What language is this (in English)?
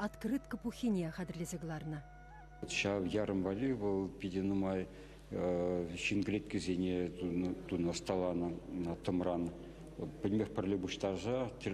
Chuvash